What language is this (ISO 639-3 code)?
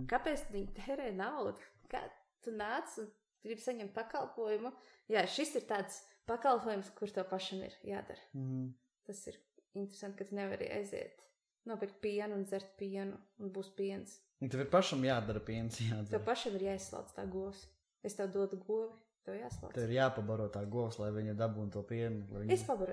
lav